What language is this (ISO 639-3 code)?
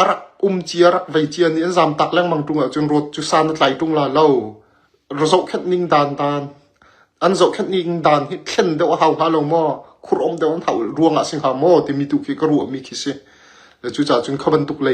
cnh